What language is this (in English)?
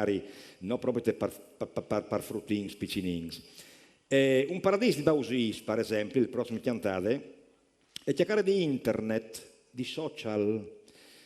Friulian